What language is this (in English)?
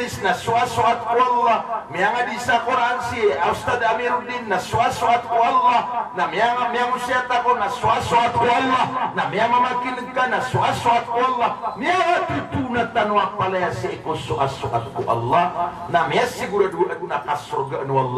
Maranao